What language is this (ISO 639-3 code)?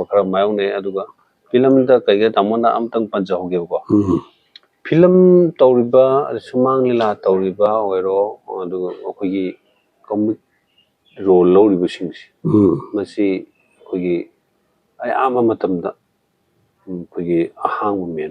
mni